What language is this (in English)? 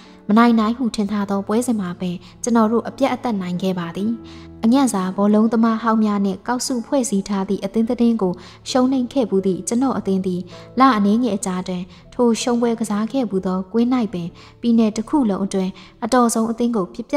Burmese